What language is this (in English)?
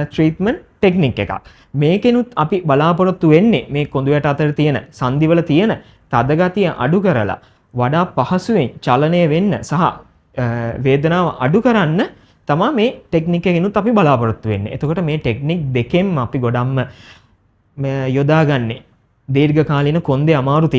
Sinhala